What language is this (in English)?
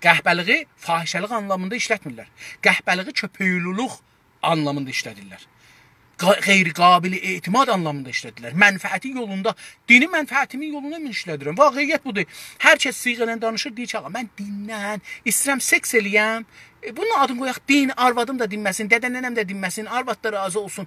South Azerbaijani